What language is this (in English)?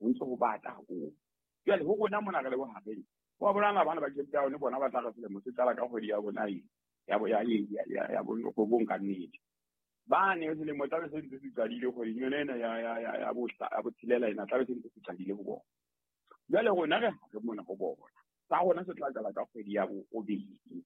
Southern Sotho